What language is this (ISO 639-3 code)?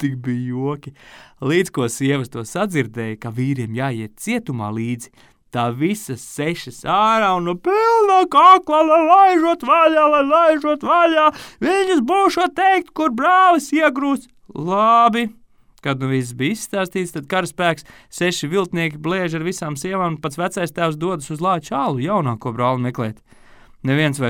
lav